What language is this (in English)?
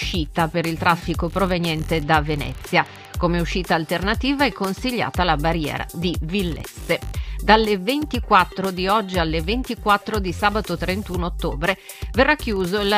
Italian